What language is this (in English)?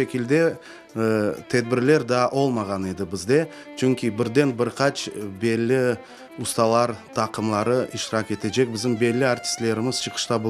Crimean Tatar